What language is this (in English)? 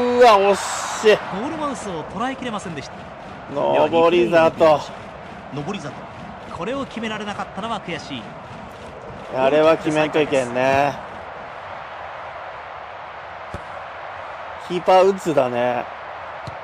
Japanese